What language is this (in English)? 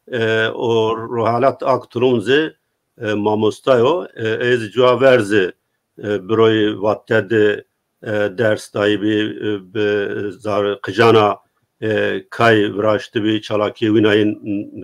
Zaza